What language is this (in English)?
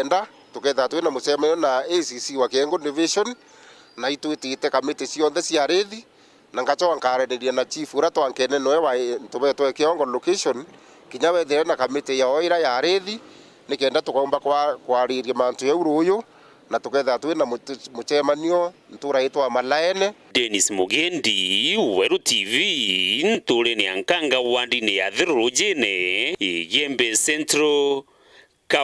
Meru